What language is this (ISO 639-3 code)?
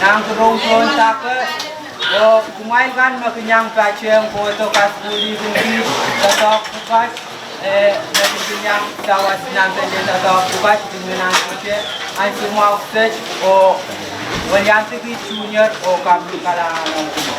pon